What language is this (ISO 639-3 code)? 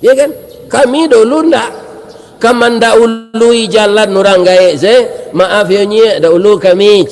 min